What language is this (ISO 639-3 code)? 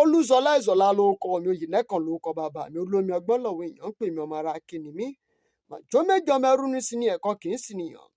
yor